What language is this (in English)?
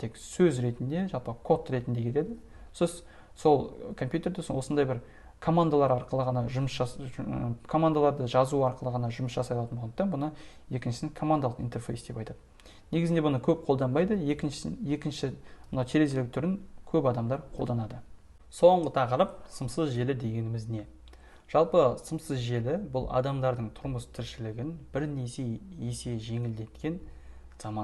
Kazakh